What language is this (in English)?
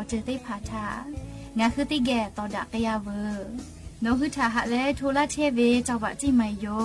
Lahu